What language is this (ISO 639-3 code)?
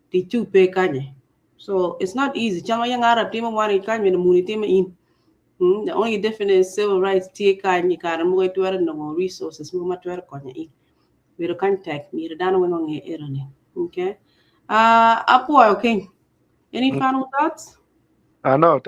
ach